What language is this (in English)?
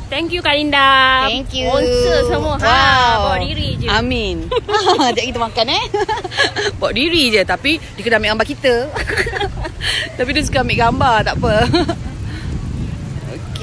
Malay